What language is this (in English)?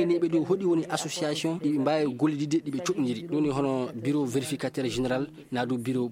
Fula